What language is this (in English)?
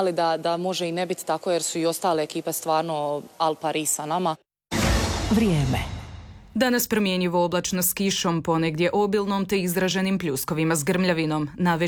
Croatian